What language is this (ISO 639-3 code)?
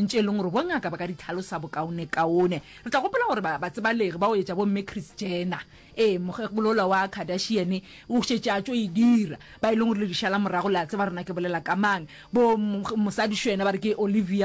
nso